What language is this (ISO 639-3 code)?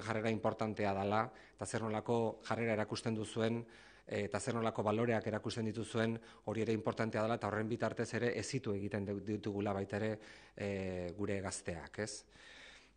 eus